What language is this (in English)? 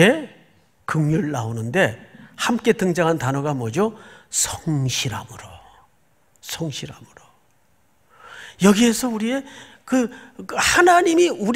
Korean